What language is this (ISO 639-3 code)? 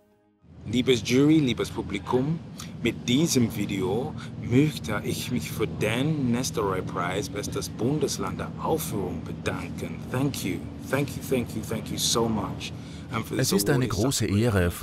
deu